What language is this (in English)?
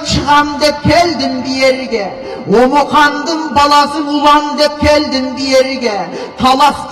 Kyrgyz